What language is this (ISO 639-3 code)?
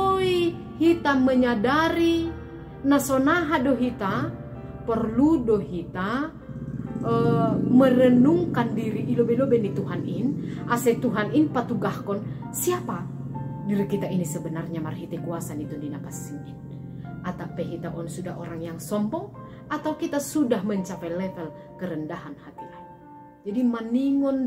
bts